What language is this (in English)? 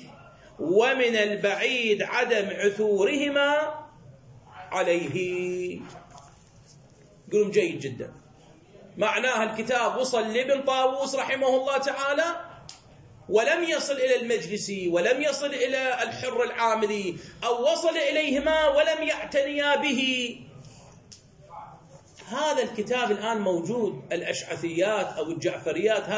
Arabic